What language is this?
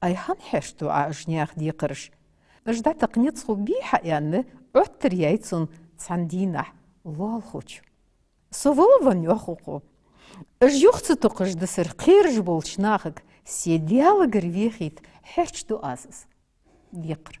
Ingush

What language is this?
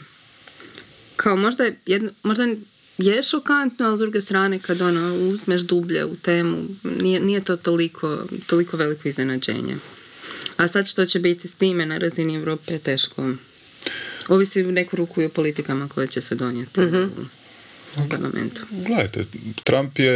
Croatian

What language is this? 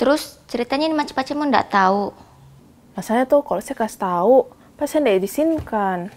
Makassar Malay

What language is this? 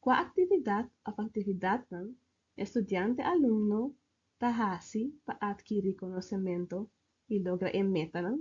Papiamento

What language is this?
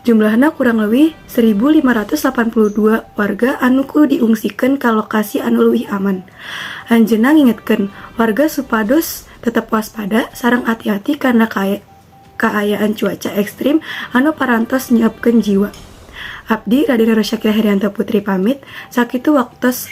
Sundanese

